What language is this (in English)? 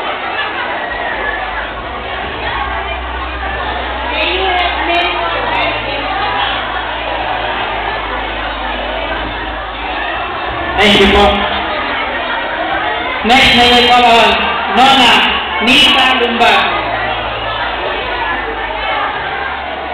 Filipino